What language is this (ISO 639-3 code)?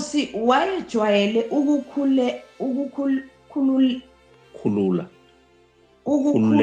zul